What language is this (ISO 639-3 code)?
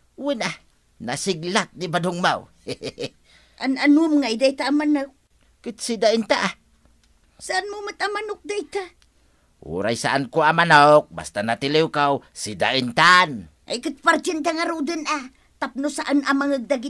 ilo